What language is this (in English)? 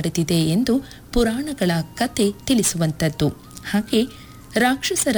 Kannada